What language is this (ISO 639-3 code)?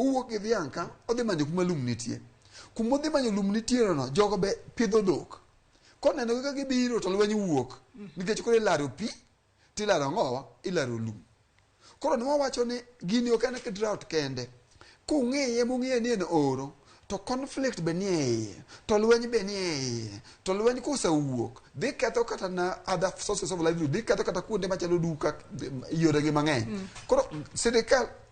luo